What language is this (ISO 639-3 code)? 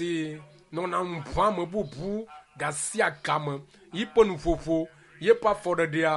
ewe